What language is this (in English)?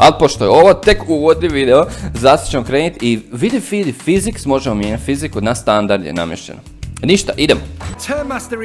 Croatian